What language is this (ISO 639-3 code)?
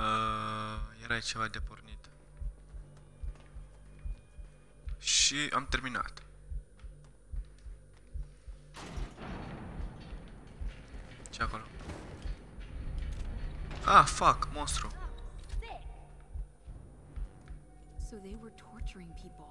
ron